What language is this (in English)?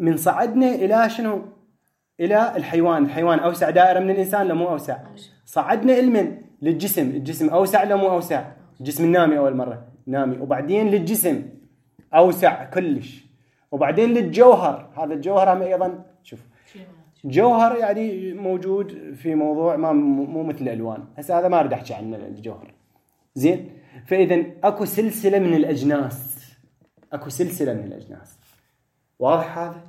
Mesopotamian Arabic